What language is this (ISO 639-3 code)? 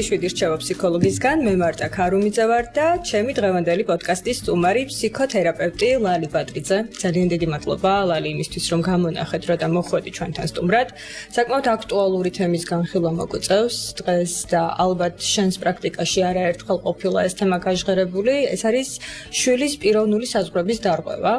kat